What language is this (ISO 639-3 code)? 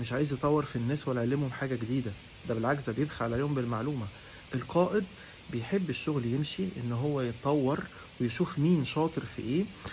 arz